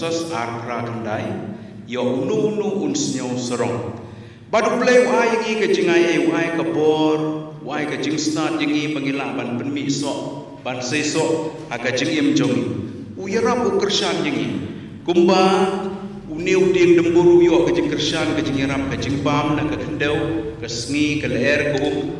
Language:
Khasi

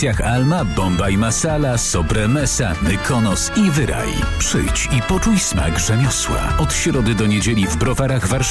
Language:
Polish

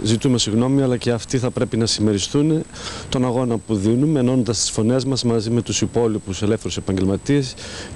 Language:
Greek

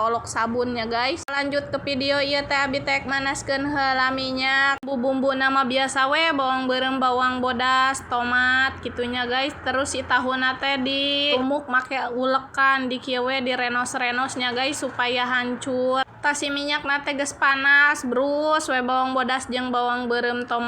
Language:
Sundanese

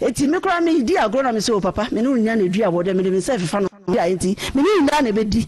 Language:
Akan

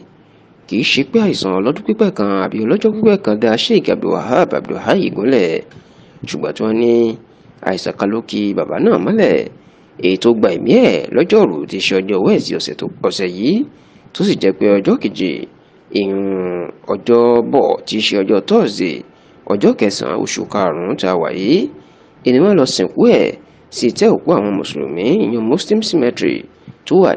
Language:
Yoruba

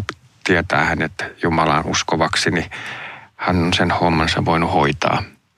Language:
Finnish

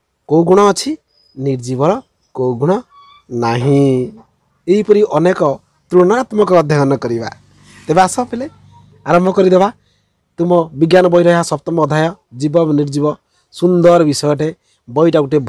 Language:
Odia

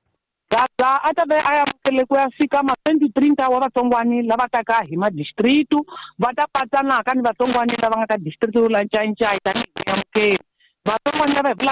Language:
Tsonga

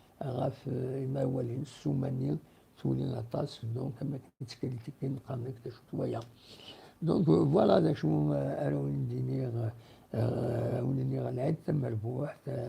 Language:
Kabyle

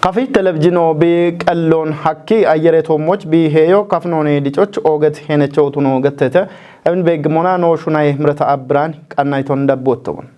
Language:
Kafa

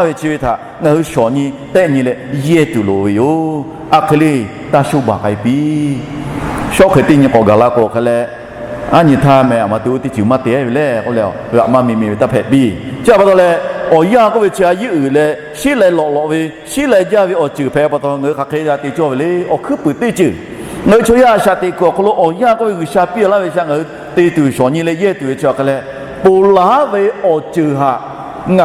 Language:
Lahu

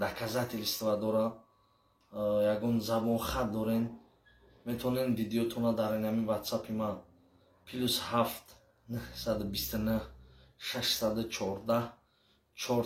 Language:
Tajik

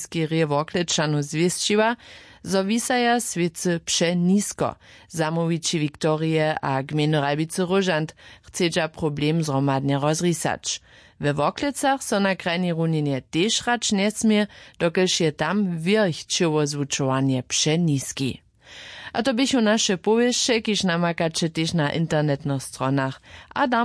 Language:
Upper Sorbian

